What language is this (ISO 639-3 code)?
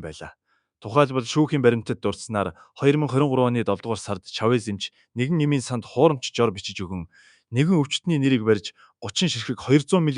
mon